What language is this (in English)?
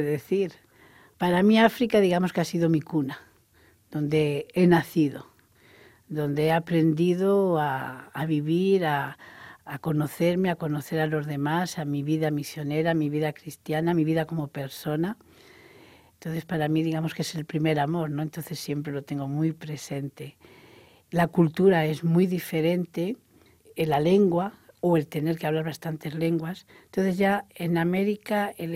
Spanish